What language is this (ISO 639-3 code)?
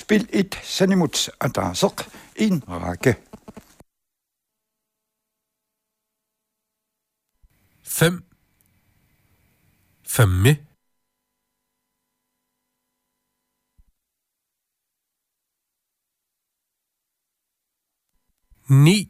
dan